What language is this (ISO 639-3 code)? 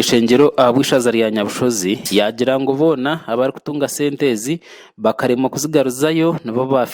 nyn